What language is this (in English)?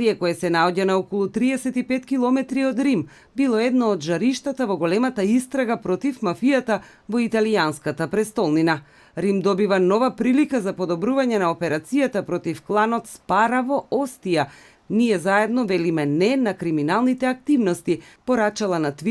Macedonian